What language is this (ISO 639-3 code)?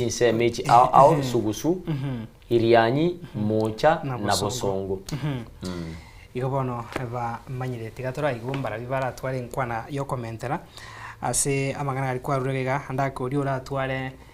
guz